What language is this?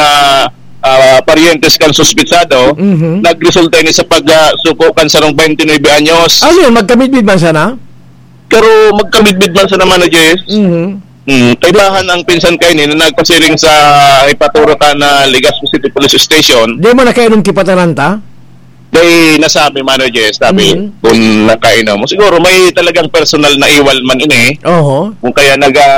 Bikol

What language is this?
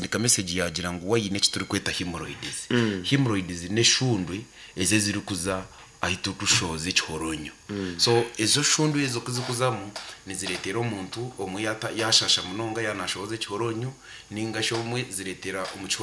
Nyankole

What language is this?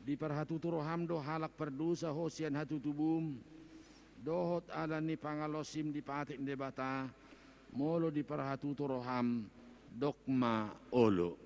Batak Toba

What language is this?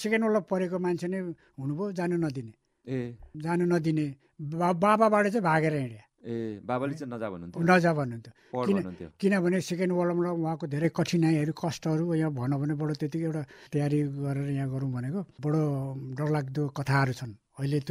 Nepali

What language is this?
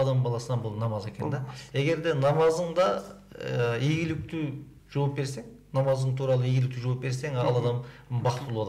Kyrgyz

